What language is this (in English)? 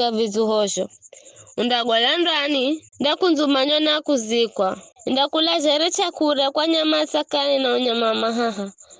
Giryama